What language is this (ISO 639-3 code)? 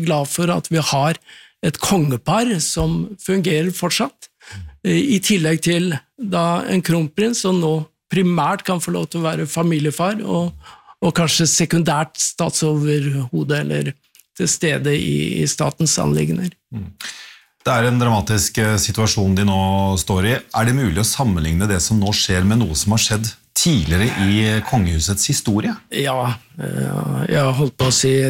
nor